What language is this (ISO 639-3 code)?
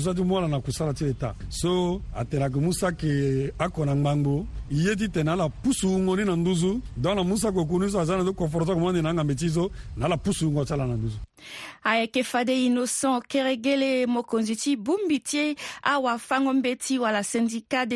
sag